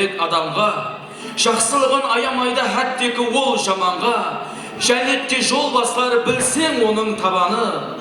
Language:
Kara-Kalpak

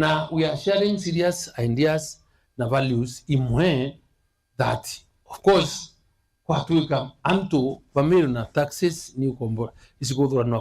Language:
Meru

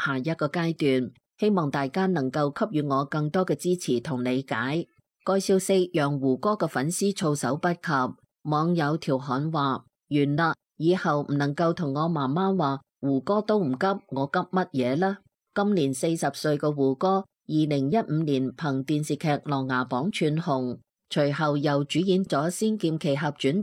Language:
Cantonese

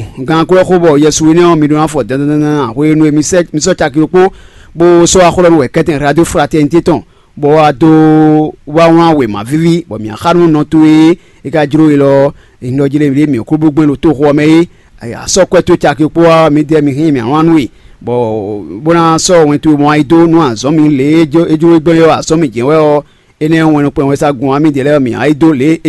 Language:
Fon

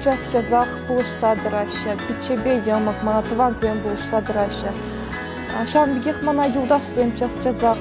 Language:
Chuvash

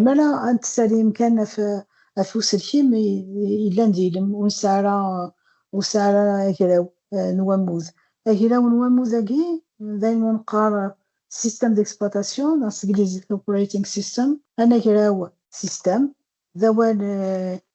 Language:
Kabyle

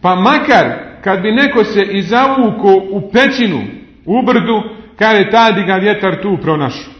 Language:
Bosnian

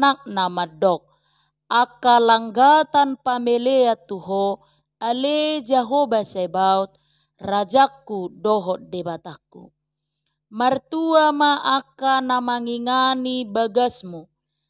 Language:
Batak Toba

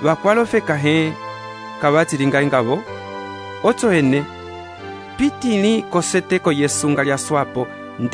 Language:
Umbundu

